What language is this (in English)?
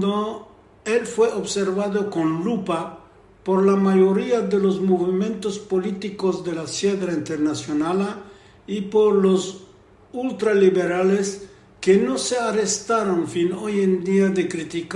Ladino